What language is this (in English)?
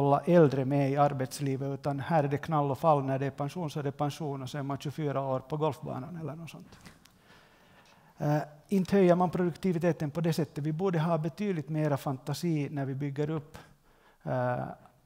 Swedish